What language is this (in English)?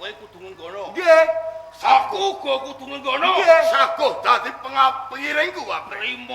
Javanese